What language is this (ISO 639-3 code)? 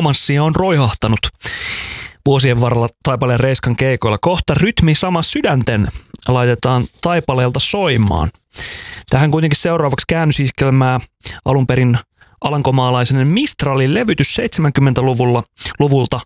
fin